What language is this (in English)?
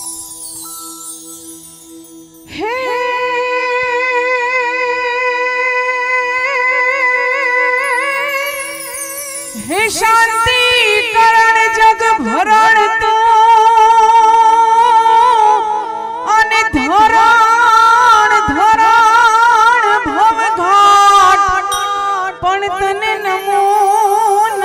Gujarati